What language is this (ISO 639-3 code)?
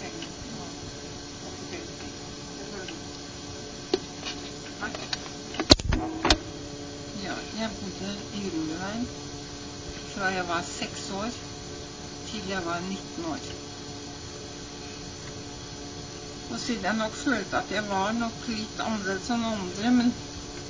nor